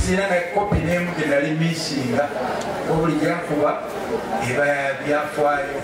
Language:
Ganda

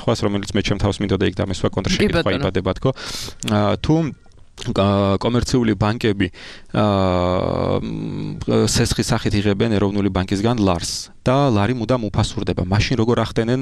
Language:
Georgian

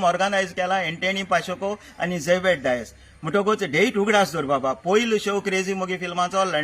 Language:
Konkani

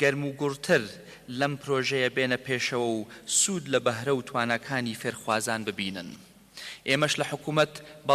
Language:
Central Kurdish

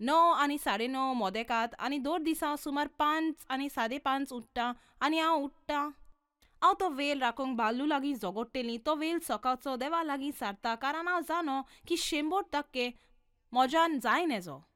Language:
Konkani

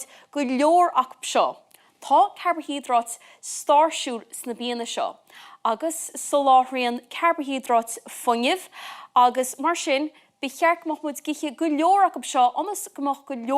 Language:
Irish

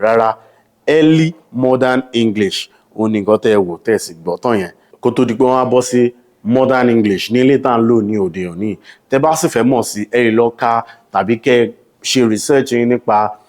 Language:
Yoruba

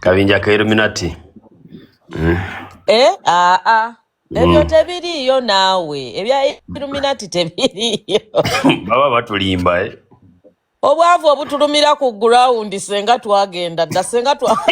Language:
Ganda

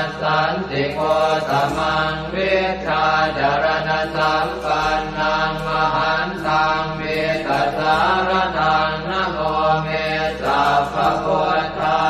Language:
Pali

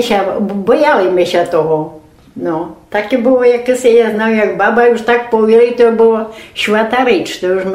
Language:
Rusyn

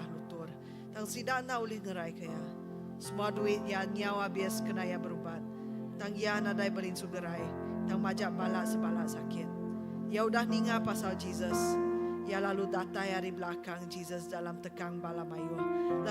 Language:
Iban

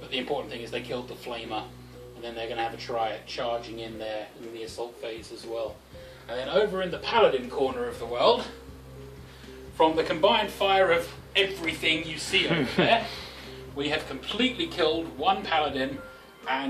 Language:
English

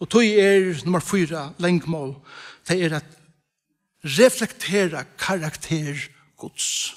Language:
Faroese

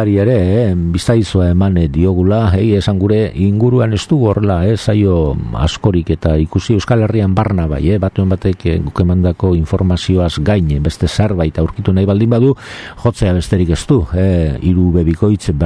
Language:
Basque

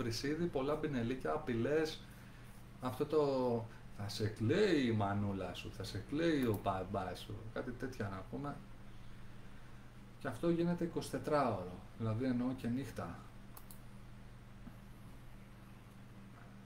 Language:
Greek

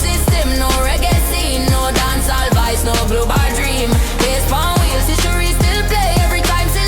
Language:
Jamaican Creole English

